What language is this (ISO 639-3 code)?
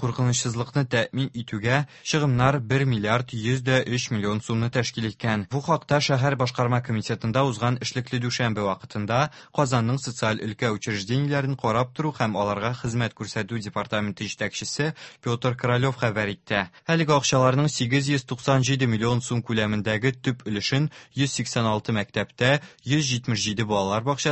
tat